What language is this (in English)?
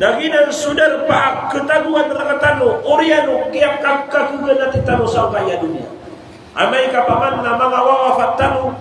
Maranao